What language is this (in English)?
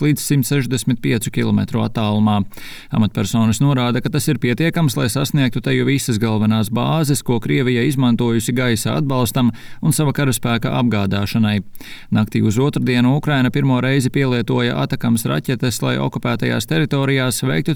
Latvian